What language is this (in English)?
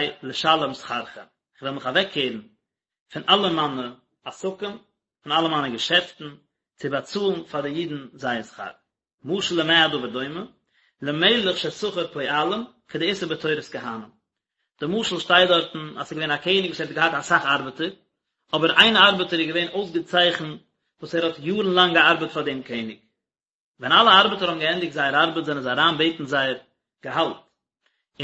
Yiddish